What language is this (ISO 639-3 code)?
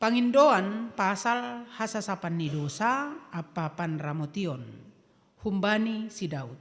bts